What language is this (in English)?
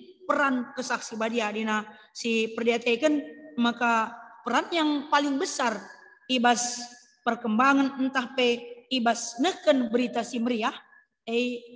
Batak Karo